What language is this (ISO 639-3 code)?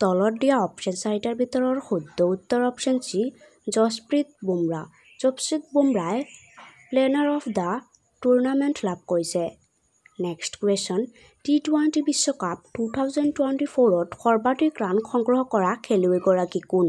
asm